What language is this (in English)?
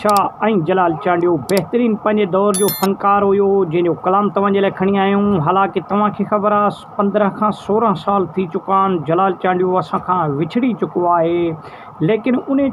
Sindhi